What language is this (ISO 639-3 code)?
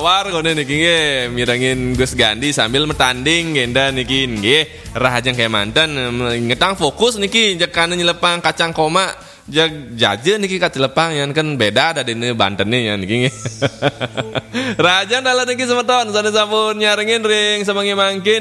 ban